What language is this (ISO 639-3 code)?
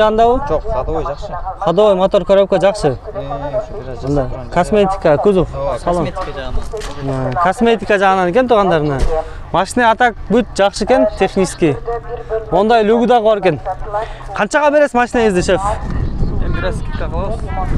kir